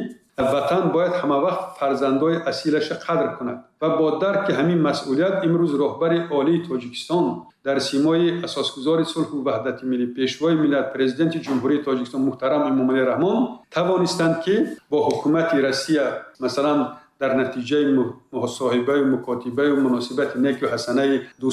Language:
Tajik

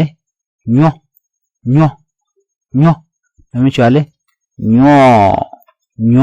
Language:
Nuer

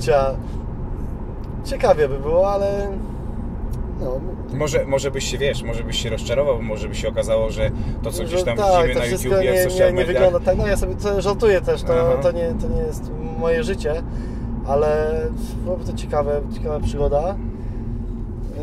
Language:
Polish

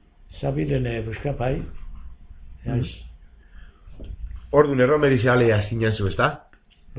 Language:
Basque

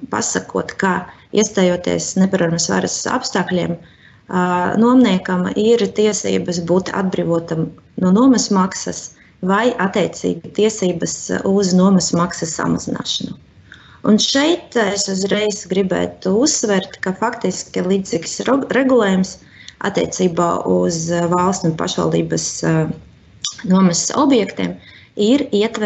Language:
Latvian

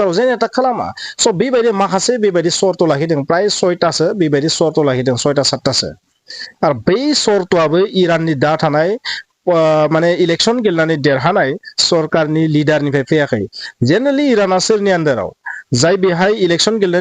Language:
Bodo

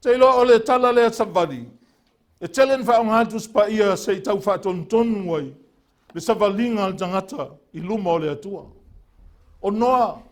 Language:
Samoan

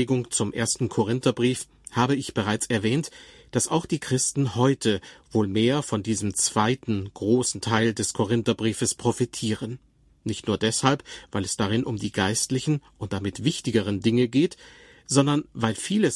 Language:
German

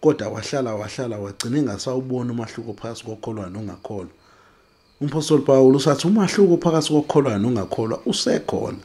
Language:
Zulu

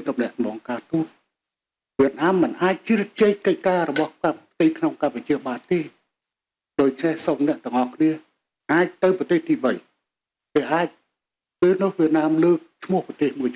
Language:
Khmer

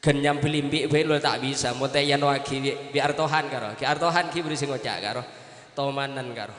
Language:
Madurese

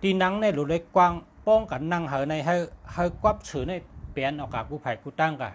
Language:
Shan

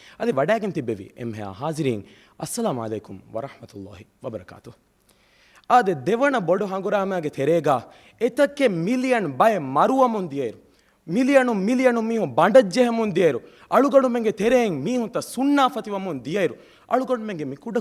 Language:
Divehi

